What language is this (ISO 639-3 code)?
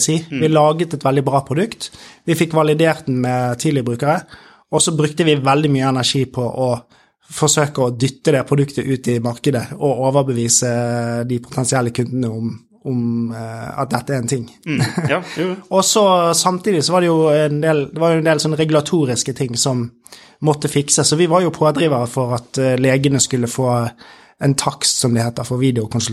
nor